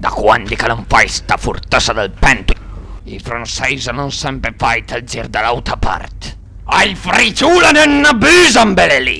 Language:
Piedmontese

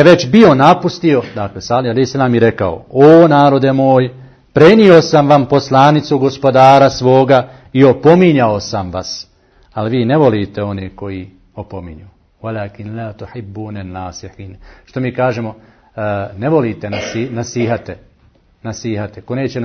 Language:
Bosnian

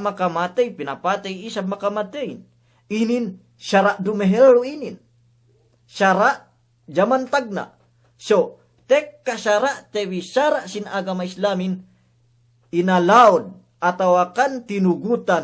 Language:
Yakan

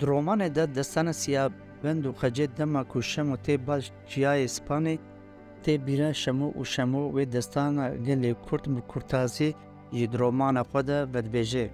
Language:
Kurdish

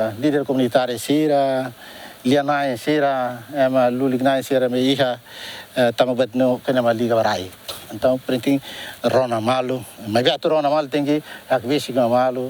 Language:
Tetum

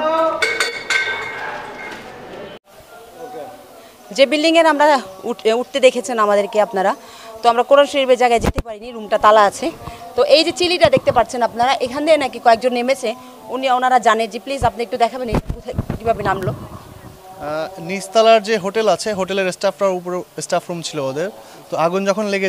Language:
Bangla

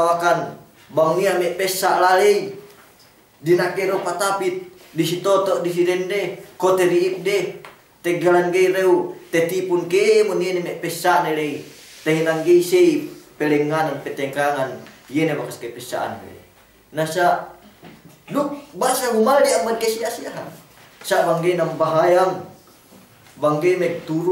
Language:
Yakan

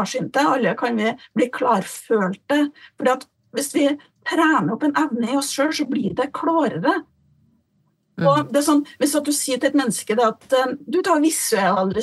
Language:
Norwegian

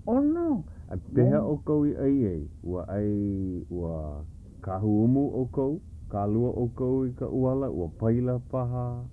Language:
Hawaiian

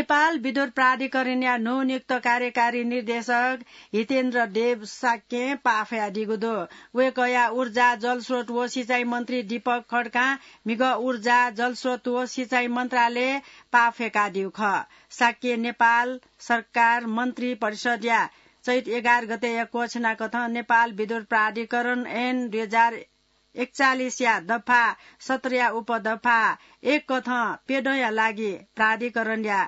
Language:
Newari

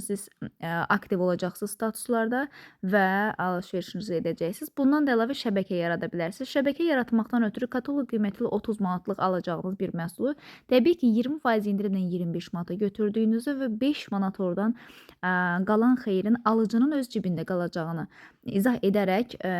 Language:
Azerbaijani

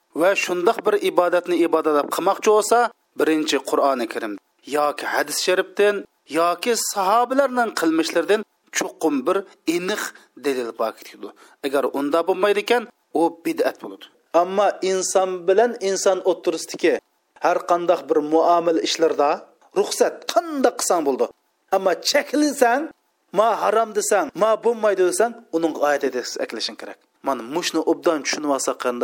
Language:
Uyghur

